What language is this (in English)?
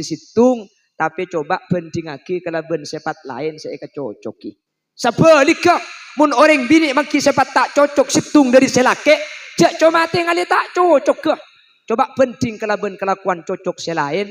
Madurese